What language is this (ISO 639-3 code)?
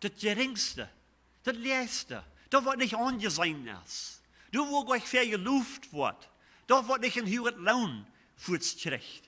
pdt